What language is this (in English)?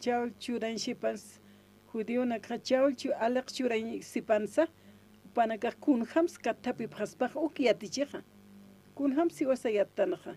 Aymara